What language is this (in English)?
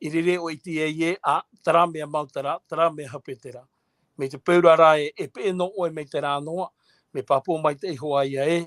Tahitian